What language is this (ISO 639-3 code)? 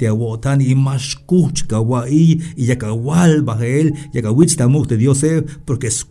tzh